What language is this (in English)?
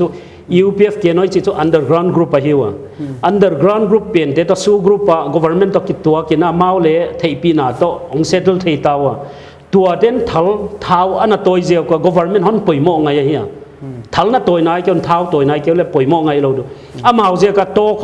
Paite Chin